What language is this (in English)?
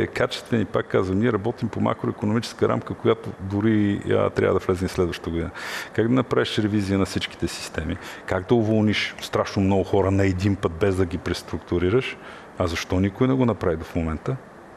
Bulgarian